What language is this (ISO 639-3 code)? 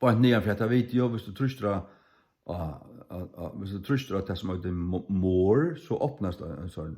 fao